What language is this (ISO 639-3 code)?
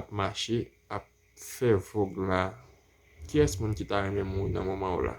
hat